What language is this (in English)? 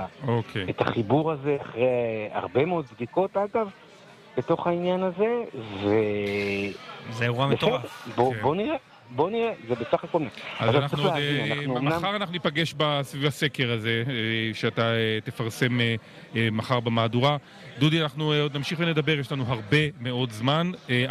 Hebrew